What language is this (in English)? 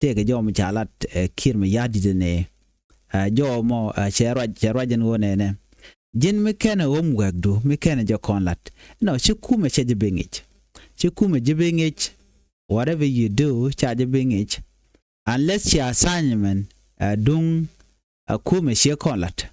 Nuer